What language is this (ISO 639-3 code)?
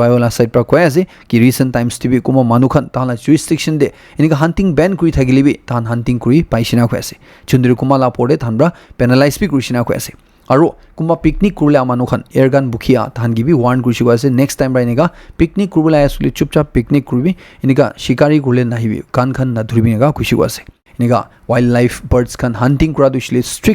nag